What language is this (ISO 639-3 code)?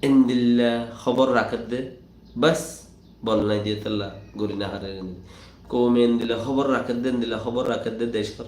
rhg